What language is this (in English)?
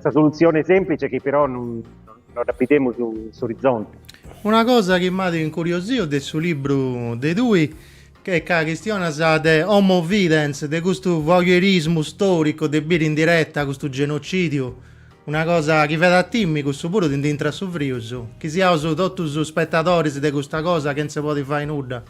Sardinian